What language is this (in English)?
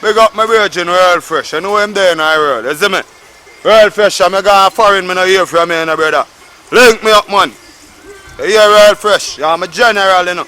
Jamaican Creole English